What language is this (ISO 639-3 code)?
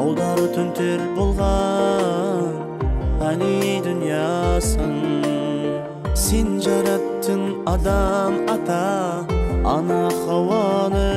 kaa